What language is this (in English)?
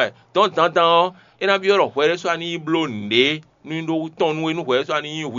Fon